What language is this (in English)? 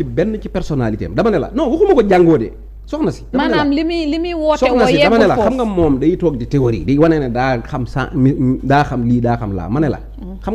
Wolof